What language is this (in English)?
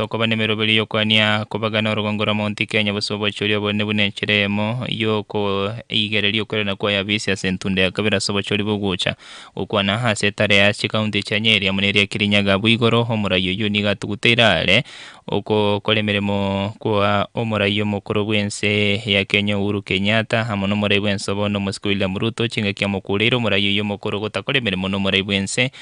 Gusii